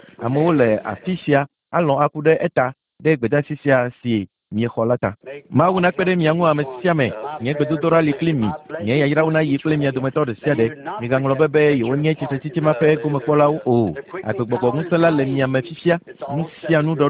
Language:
Ewe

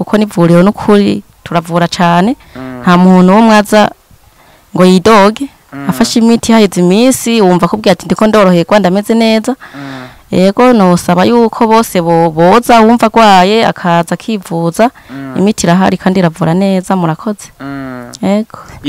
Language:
Rundi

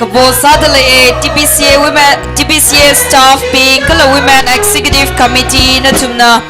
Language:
Tangkhul Naga (India)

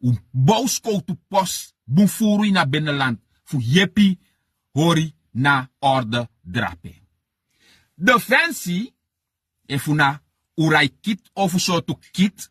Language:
Sranan Tongo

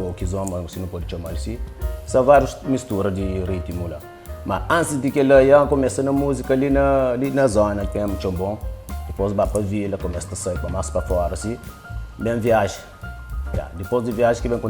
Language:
Kabuverdianu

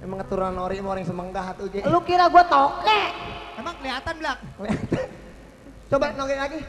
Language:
Betawi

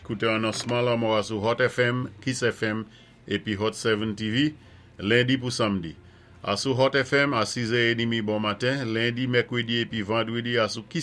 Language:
Saint Lucian Creole French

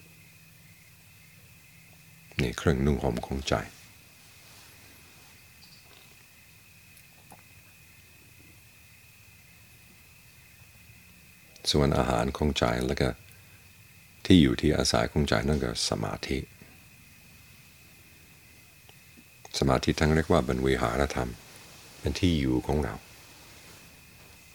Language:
Thai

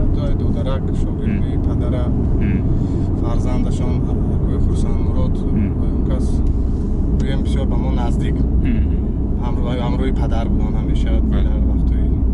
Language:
Tajik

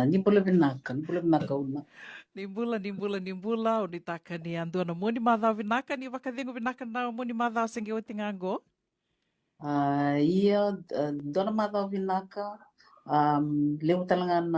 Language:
Fijian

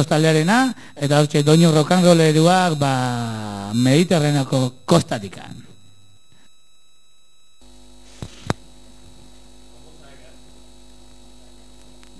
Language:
Basque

